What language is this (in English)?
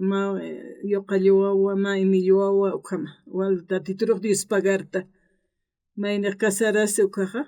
Aymara